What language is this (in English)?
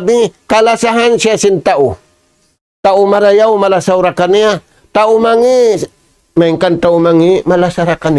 Tausug